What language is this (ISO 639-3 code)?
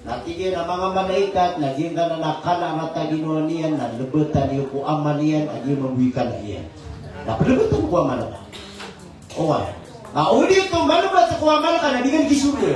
mrw